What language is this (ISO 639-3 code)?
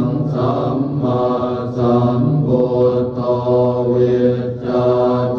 pli